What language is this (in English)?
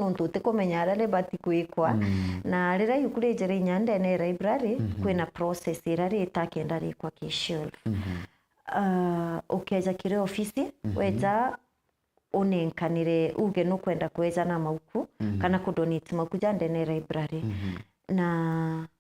Meru